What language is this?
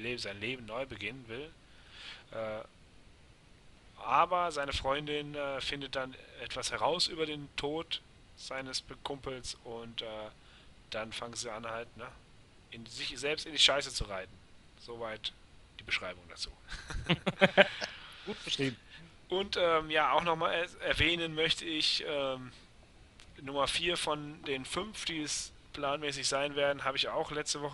German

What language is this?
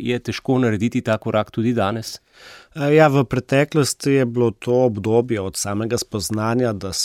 Slovenian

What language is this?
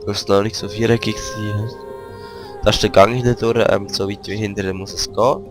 Swiss German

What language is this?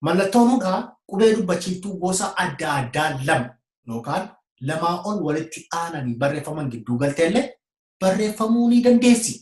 Oromo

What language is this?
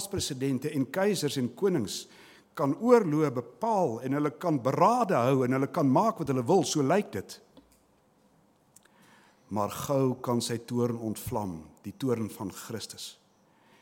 Afrikaans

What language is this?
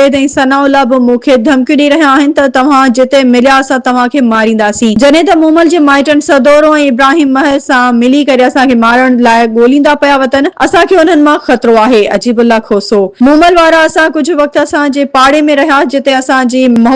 Sindhi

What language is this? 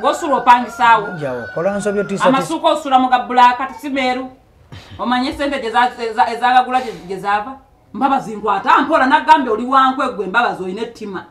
Ganda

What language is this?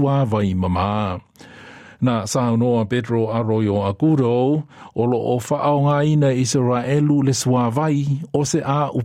Samoan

